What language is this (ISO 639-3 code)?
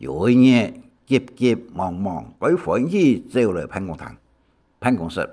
hak